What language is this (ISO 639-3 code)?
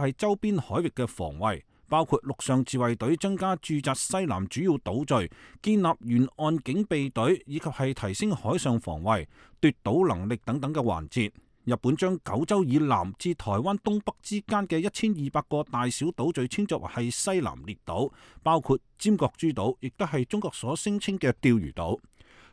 yue